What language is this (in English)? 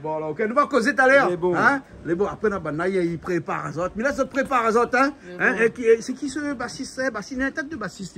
Réunion Creole French